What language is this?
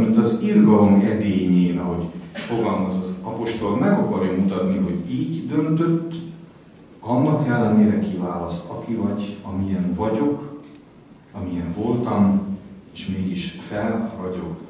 Hungarian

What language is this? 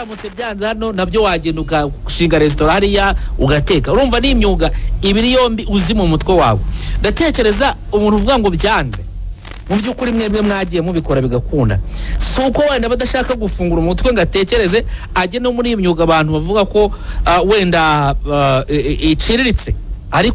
Kinyarwanda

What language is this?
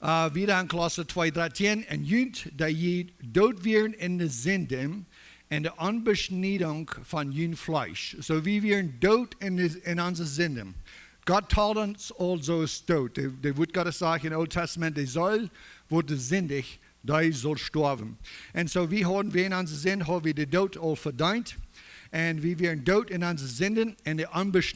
Plautdietsch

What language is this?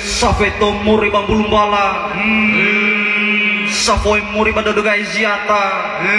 Nias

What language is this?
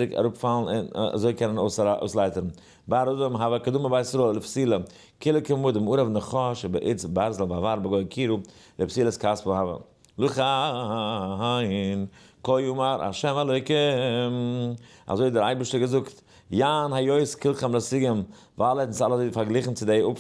Yiddish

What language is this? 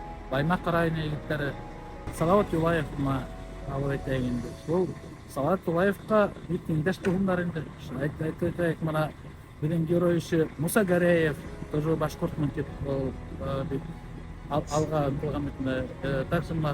Bashkir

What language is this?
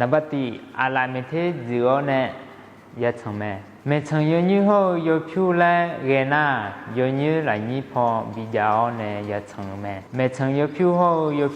Akha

